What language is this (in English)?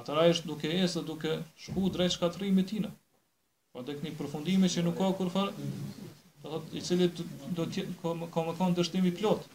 Albanian